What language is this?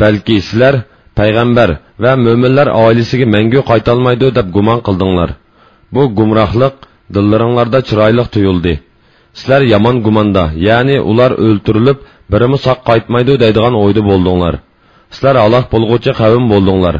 Uyghur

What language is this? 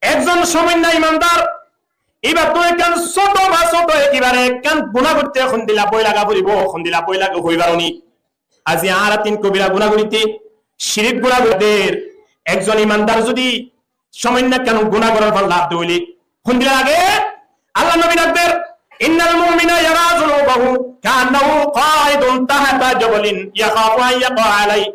Rohingya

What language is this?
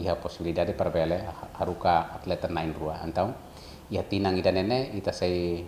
Tetum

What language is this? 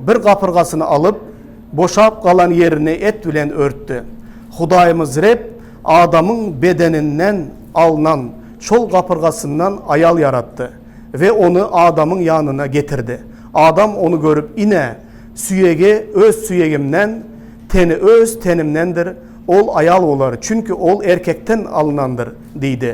Turkmen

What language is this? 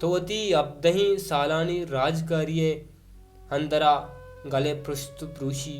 Baluchi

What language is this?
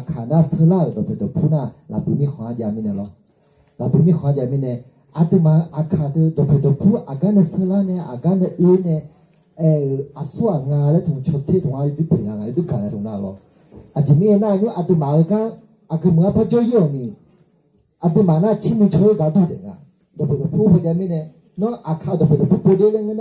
Akha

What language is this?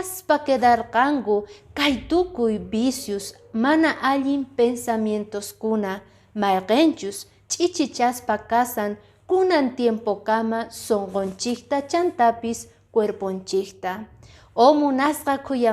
Quechua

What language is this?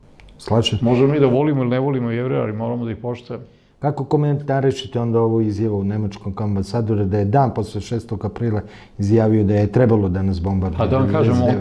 Serbian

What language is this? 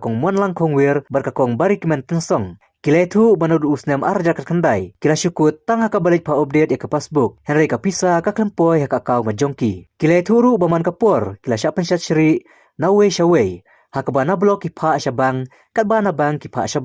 Khasi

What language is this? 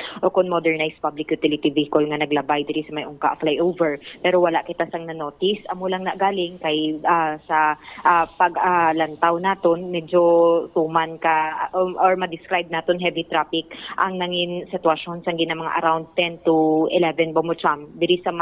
Hiligaynon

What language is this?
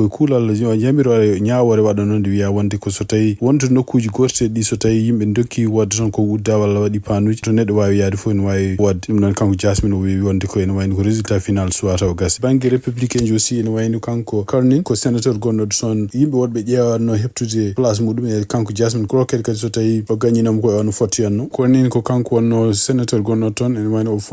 Fula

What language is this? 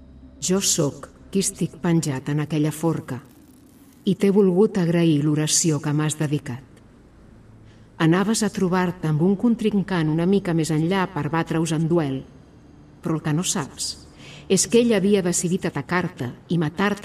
Catalan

